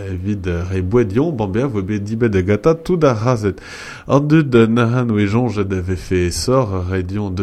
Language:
Breton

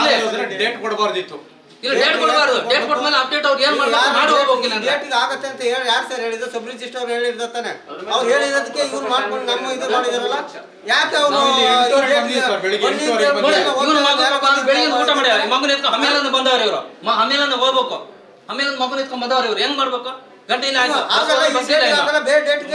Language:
Kannada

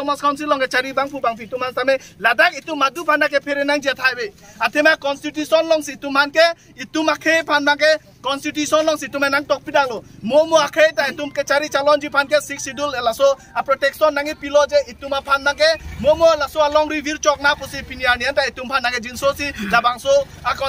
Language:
Karbi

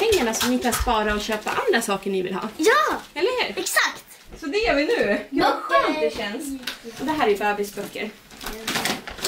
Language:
Swedish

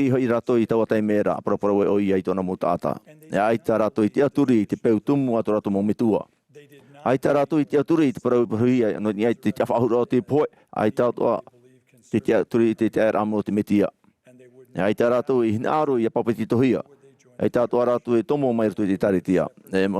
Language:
Tahitian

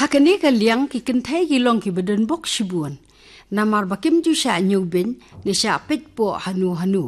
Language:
Khasi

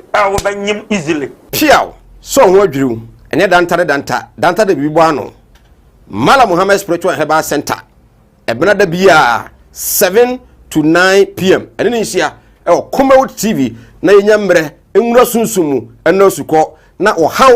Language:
Akan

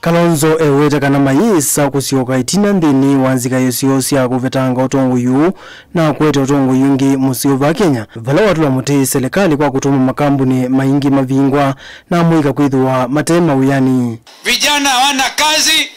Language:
Kamba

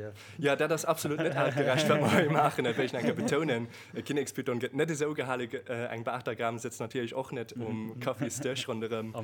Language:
Luxembourgish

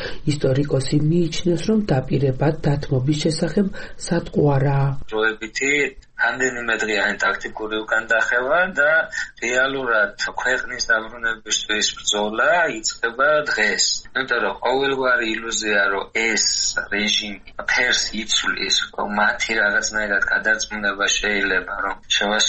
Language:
Georgian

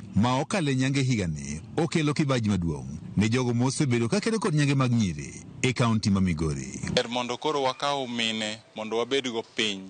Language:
Luo (Kenya and Tanzania)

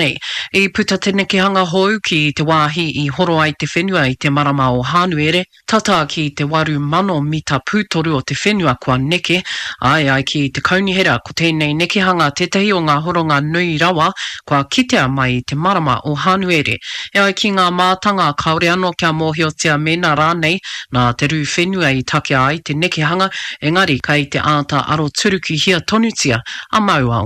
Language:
Māori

